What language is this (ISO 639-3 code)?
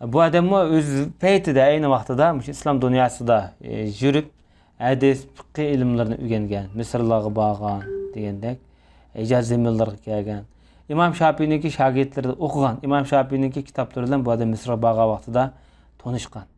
uig